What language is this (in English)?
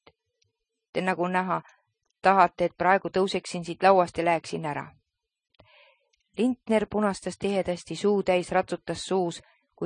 Estonian